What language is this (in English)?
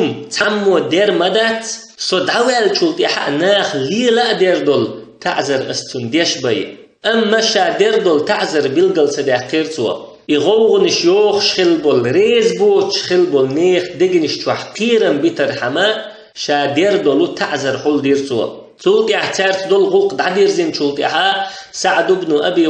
Chechen